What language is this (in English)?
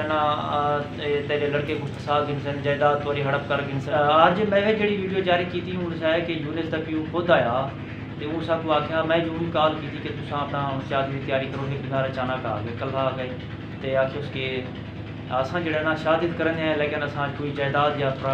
Saraiki